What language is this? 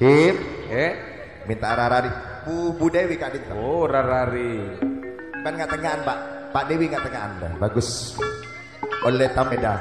Madurese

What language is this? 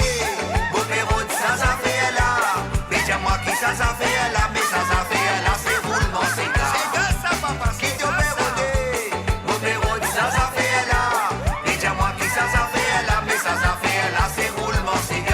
Morisyen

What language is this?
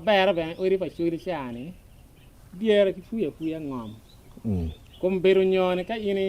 Acoli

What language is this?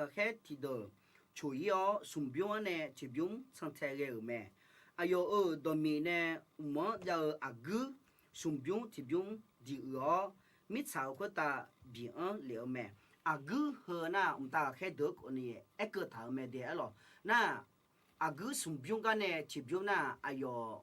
Akha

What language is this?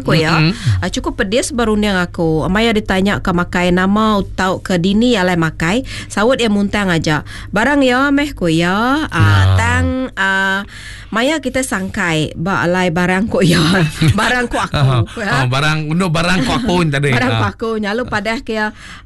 Iban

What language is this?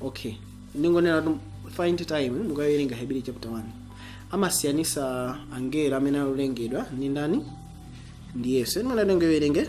Nyanja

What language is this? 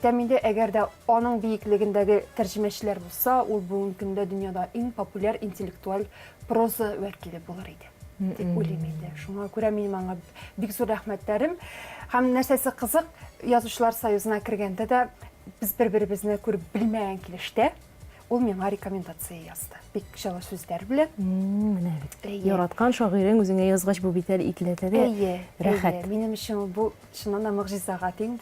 Tatar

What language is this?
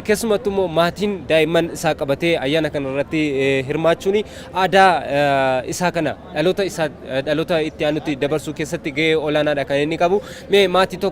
Oromo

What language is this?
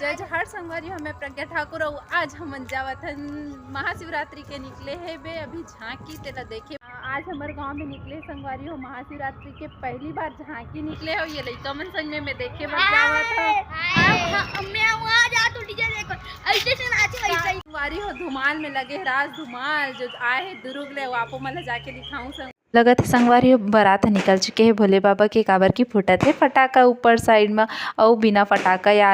Chhattisgarhi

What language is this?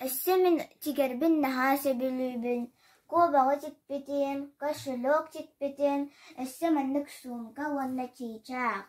Yakut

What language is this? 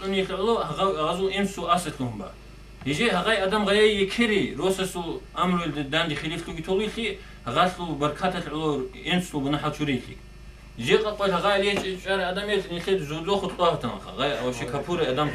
Avaric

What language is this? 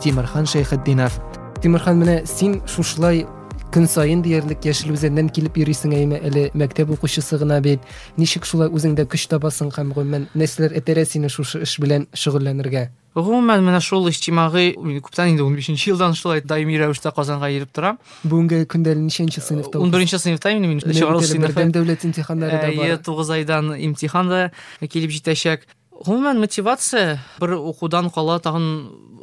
Tatar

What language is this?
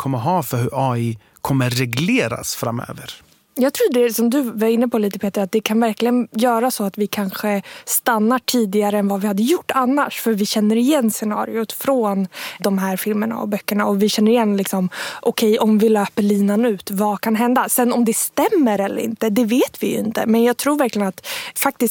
Swedish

